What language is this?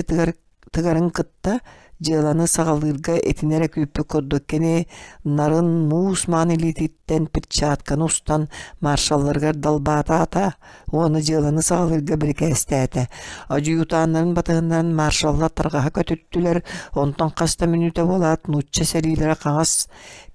Yakut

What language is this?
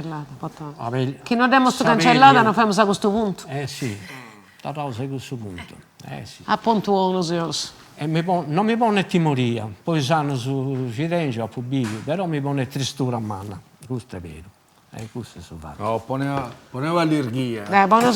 Sardinian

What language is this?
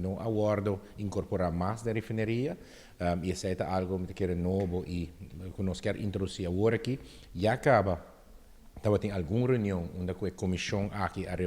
Papiamento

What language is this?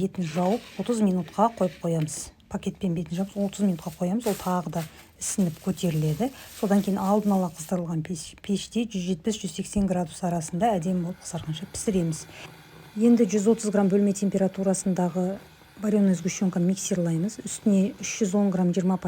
Kazakh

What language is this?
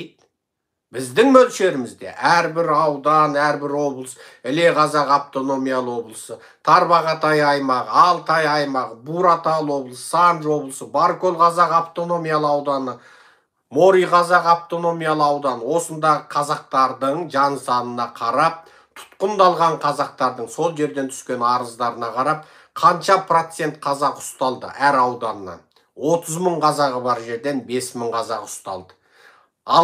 Kazakh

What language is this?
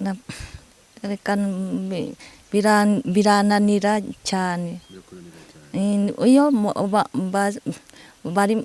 Kinyarwanda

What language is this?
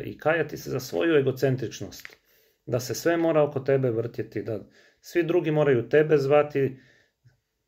Croatian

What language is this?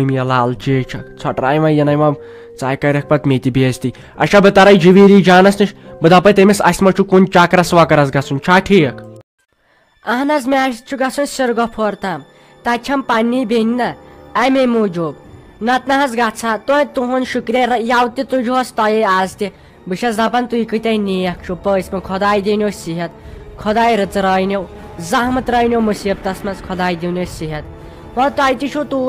Kashmiri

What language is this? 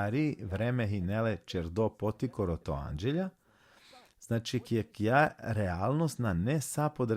Balkan Romani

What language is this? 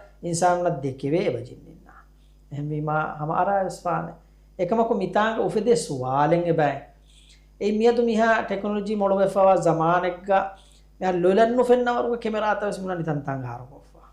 Divehi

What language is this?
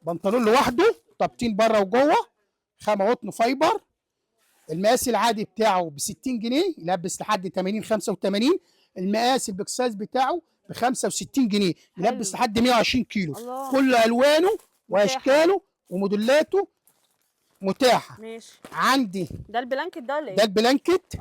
Egyptian Arabic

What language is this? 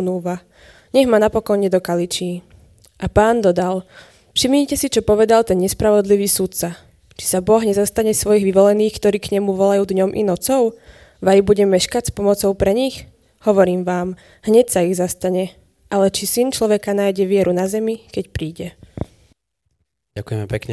Slovak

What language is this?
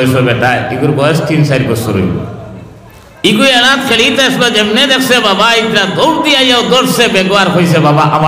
Sylheti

